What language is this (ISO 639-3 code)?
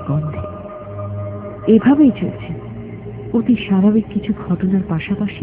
ben